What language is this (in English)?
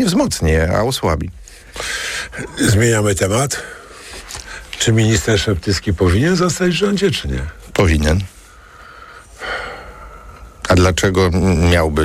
Polish